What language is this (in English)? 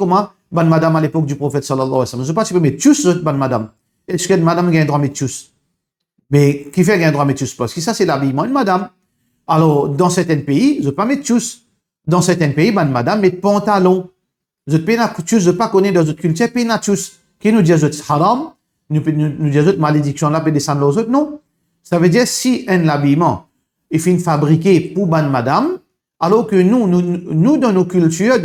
Morisyen